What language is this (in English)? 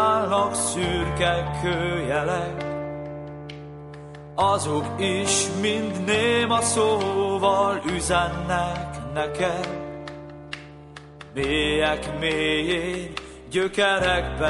Hungarian